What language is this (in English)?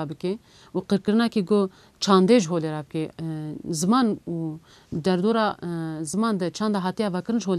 Kurdish